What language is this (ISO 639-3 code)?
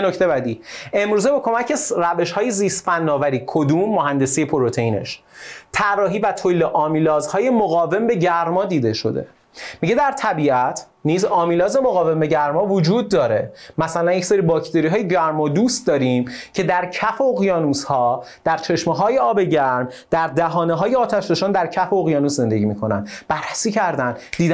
fas